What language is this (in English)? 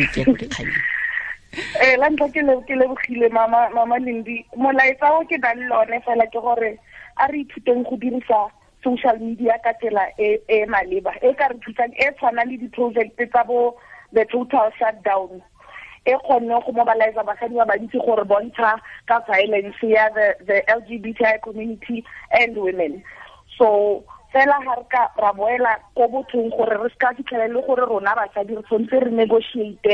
Tswana